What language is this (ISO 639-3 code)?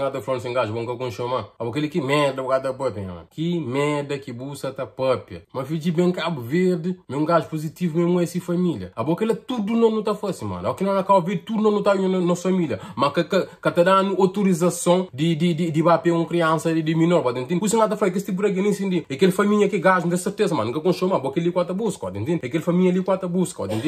kea